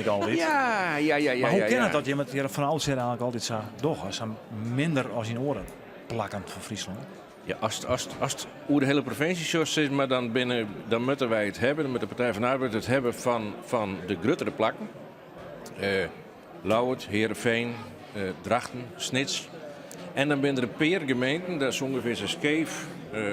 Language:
Western Frisian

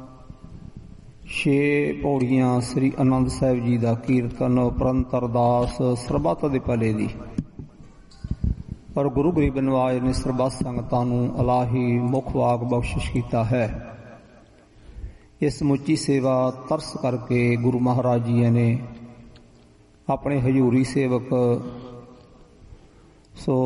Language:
Punjabi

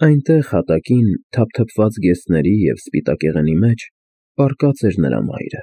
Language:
Armenian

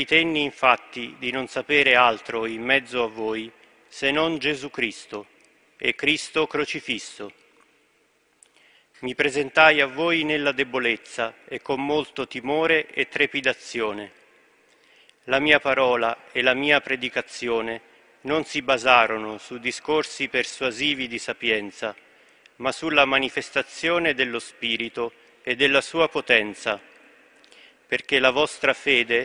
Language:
Italian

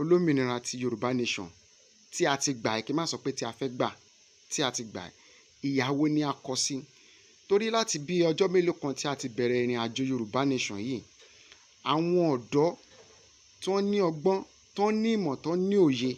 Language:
Yoruba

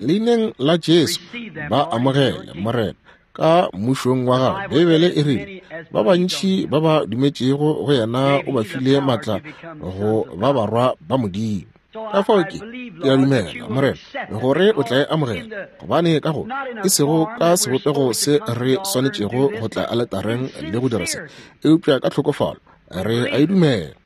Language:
Northern Sotho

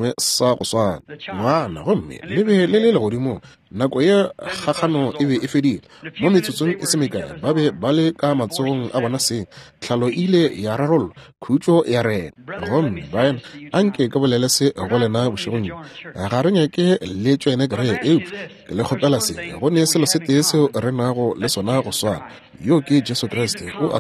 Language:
Northern Sotho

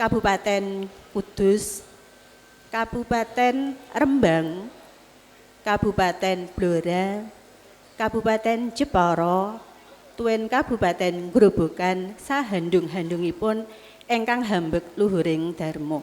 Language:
Javanese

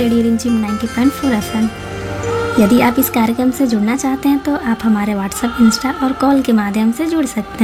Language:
Hindi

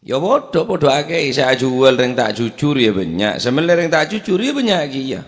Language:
Madurese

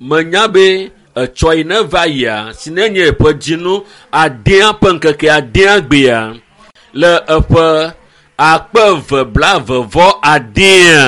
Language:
Ewe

